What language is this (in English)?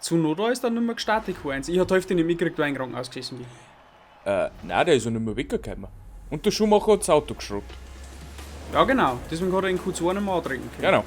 Bavarian